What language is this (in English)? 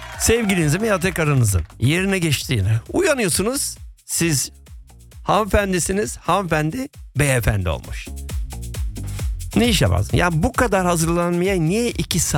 Turkish